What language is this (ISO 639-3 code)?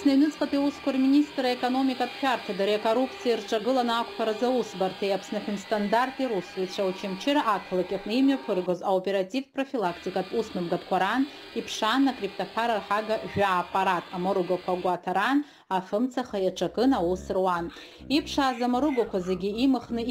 abk